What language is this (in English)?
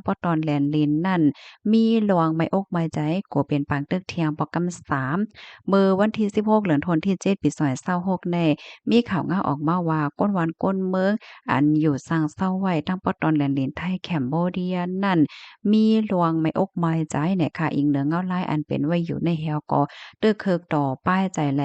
Shan